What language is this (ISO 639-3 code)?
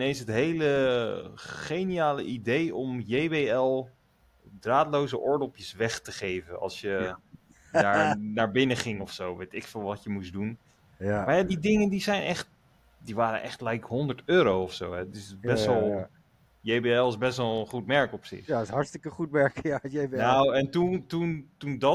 nld